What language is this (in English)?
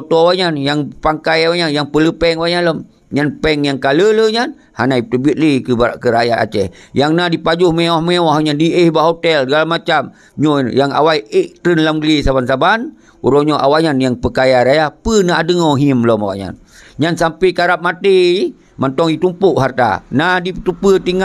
Achinese